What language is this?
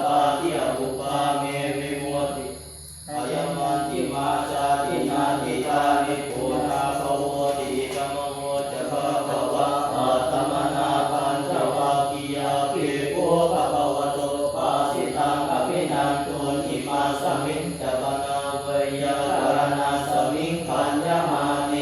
Pali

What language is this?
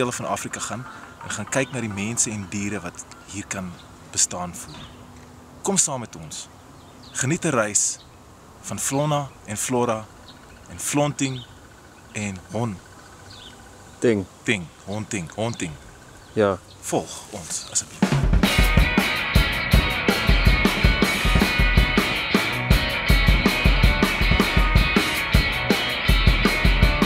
Afrikaans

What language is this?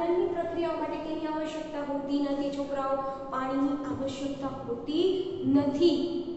Gujarati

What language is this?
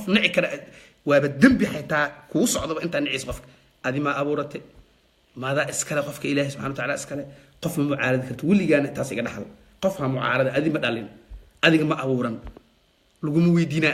Somali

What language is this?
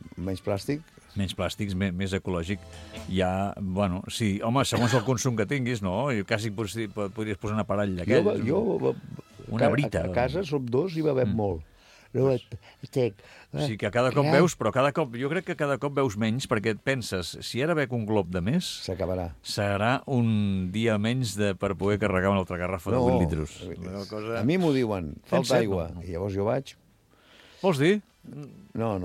Catalan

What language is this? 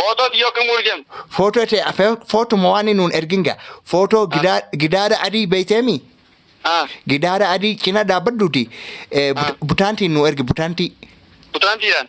Oromo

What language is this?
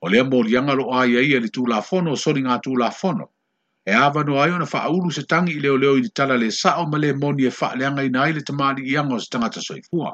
Samoan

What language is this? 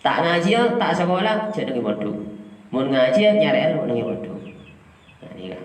Madurese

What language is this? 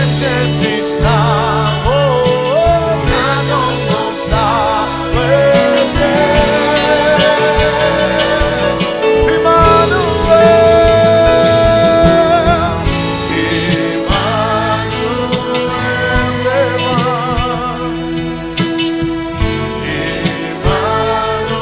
Slovak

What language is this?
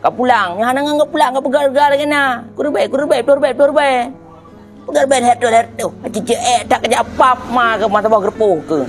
Achinese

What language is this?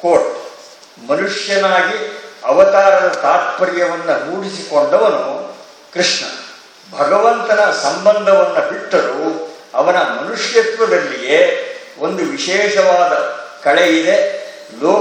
Kannada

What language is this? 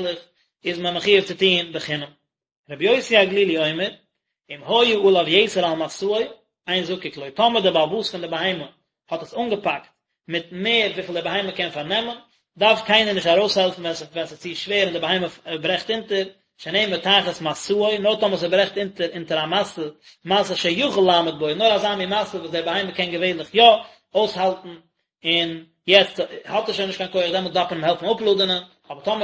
Yiddish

